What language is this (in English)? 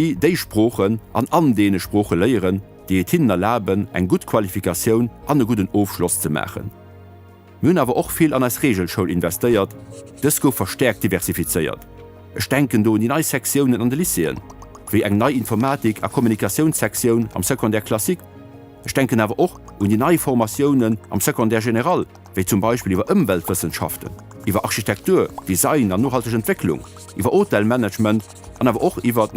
Luxembourgish